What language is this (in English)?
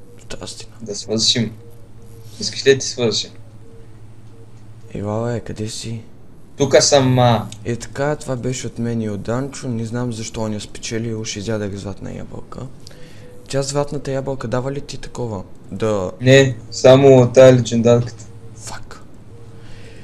Bulgarian